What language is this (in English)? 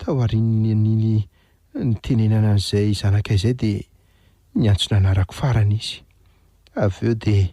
Malagasy